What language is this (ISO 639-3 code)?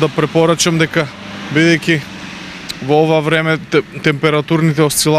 mkd